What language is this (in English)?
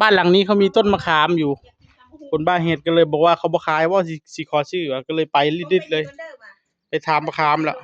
Northeastern Thai